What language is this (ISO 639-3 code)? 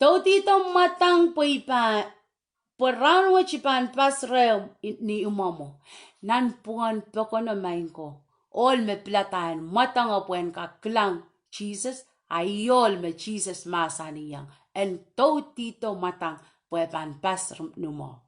pon